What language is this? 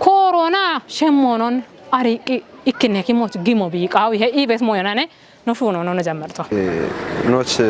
Kafa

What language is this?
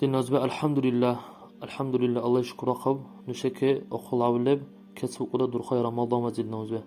Dargwa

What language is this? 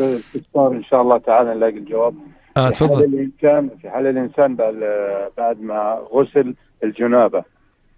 Arabic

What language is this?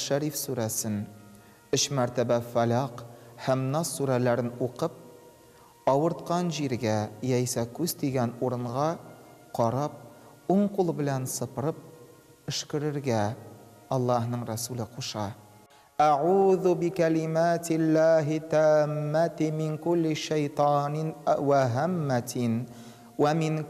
Tatar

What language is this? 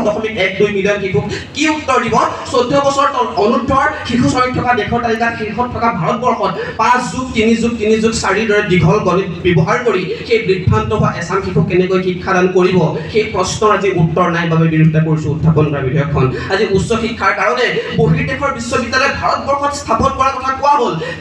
Assamese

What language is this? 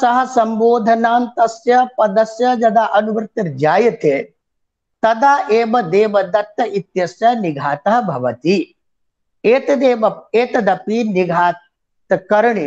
Sanskrit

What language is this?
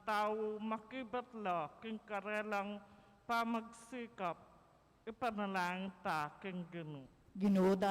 Pampanga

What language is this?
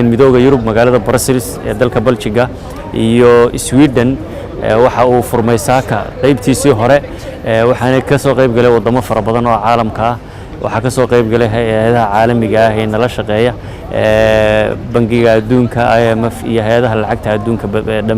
Somali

